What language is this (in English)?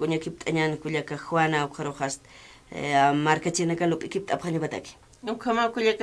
Aymara